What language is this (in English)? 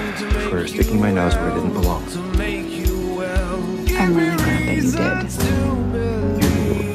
English